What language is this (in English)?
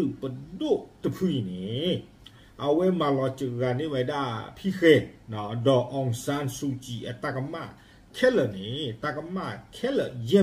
S'gaw Karen